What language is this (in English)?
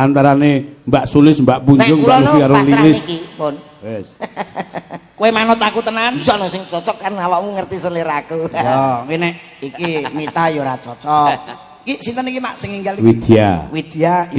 Javanese